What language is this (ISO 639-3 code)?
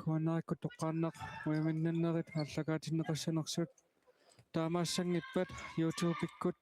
kal